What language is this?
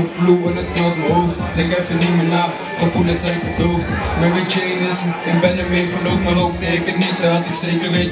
Dutch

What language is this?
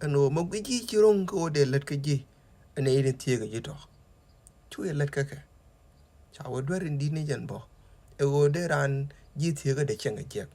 Nuer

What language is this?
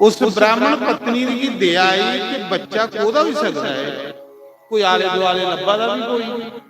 Dogri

